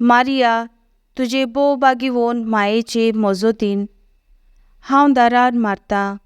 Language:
Konkani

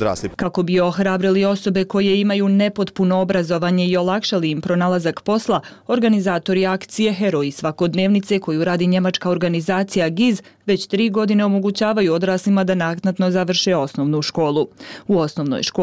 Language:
Bosnian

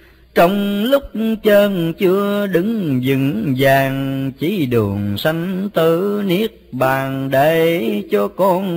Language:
Vietnamese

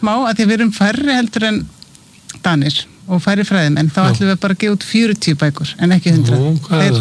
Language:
Icelandic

